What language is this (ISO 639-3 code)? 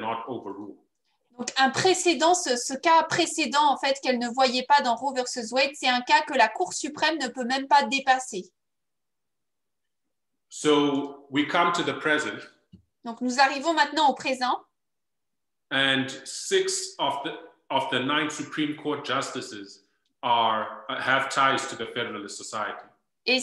fra